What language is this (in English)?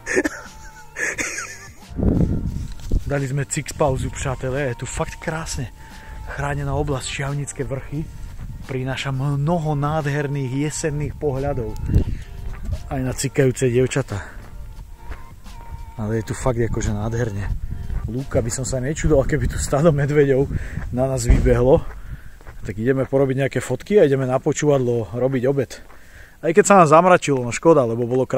Slovak